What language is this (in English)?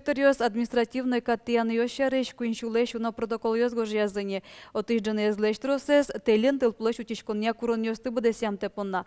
Udmurt